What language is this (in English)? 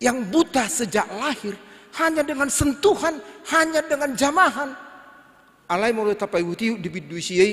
Batak Toba